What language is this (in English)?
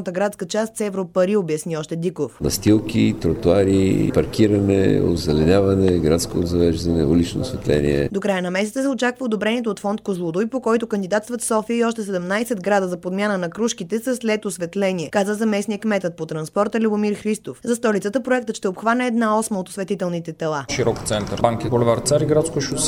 Bulgarian